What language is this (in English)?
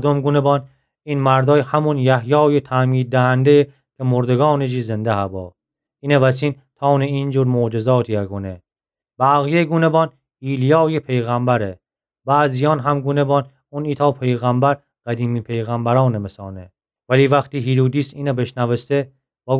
Gilaki